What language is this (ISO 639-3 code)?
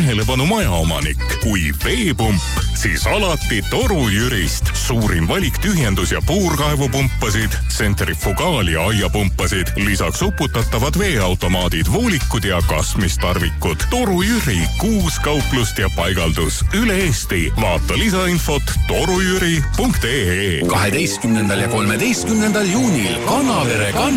est